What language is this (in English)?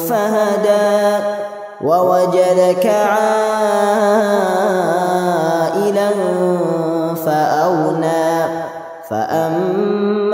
Arabic